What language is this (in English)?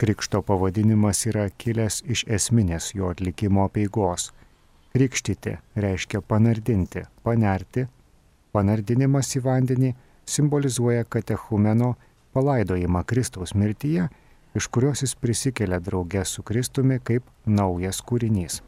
Lithuanian